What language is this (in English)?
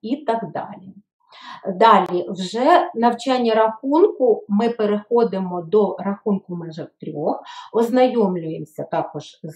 Ukrainian